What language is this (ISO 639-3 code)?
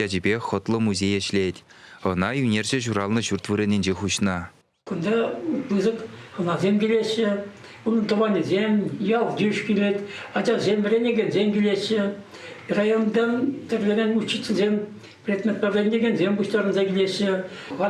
chv